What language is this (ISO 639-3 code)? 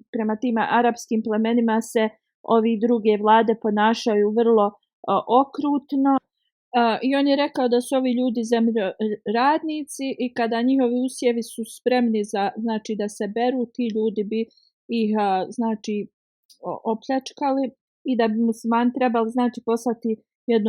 bos